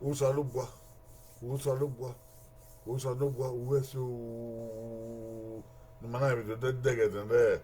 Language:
Bini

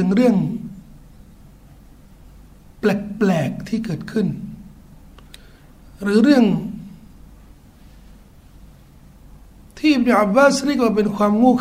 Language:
Thai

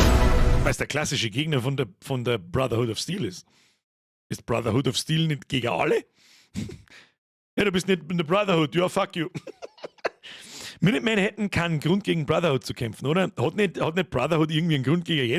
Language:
Bavarian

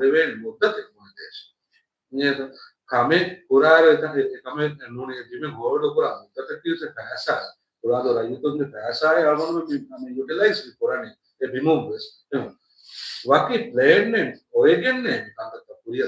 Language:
Divehi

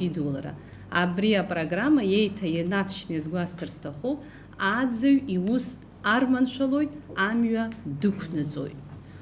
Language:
Abkhazian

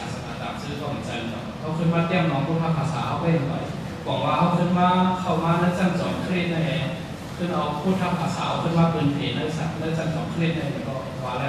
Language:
Shan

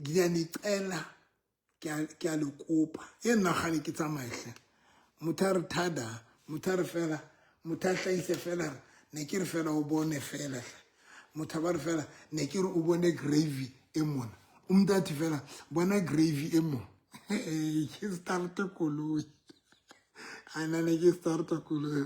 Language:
Southern Sotho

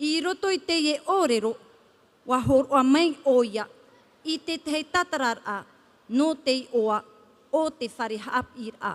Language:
Tahitian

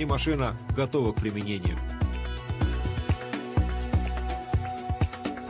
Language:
Russian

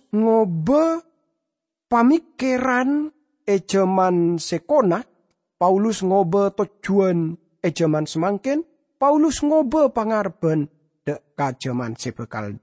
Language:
Madurese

